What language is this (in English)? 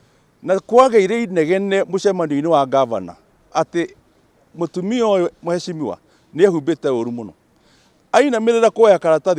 Kikuyu